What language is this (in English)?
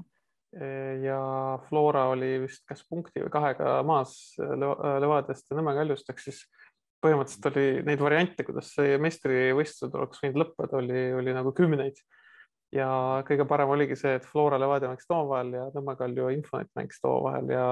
Estonian